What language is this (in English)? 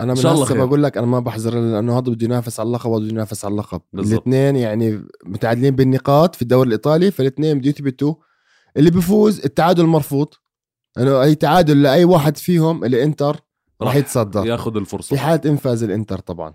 North Levantine Arabic